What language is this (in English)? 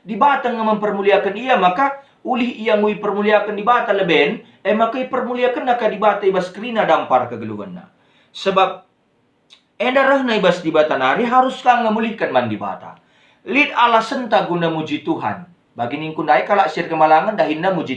Batak Karo